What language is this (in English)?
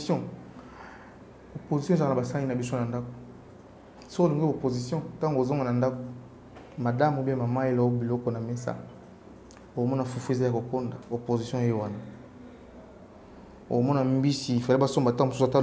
French